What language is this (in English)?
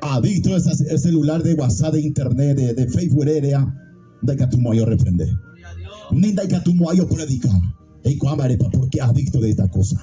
Guarani